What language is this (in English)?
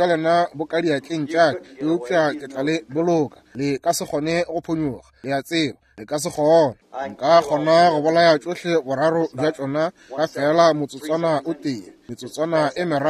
Northern Sotho